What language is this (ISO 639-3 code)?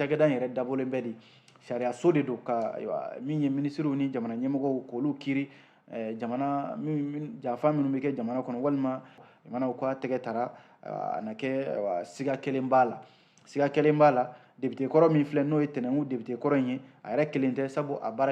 bam